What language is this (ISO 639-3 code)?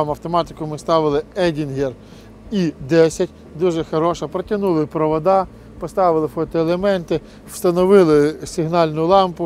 ukr